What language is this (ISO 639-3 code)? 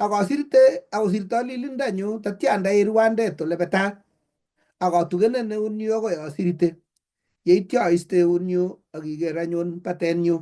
kln